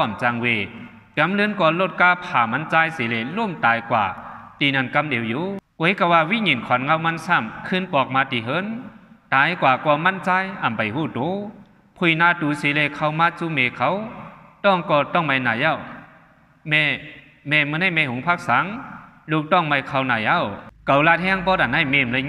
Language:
Shan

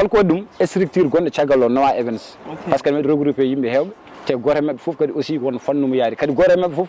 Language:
Fula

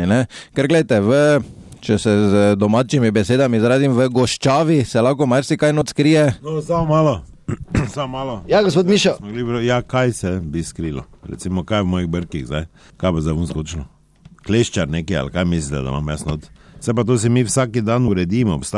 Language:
Slovenian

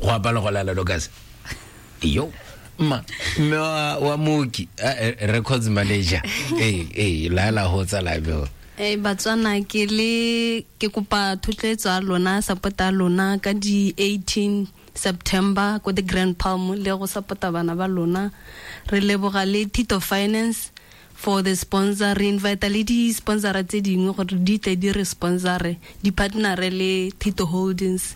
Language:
Tswana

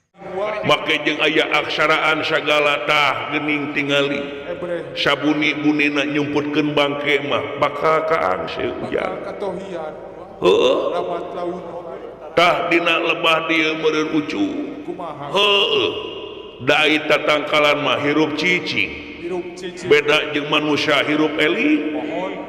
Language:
Sundanese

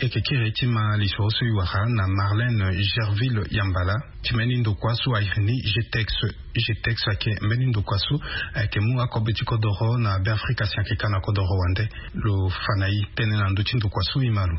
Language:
Sango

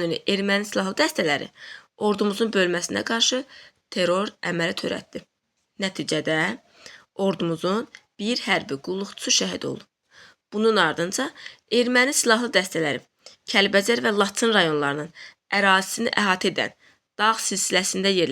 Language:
Azerbaijani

